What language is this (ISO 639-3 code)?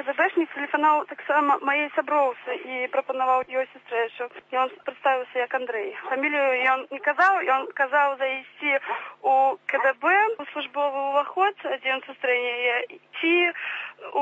bel